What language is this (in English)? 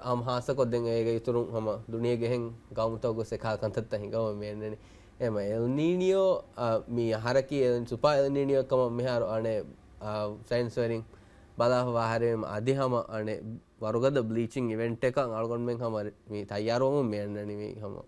Divehi